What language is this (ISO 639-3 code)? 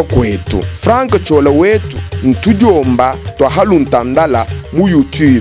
lua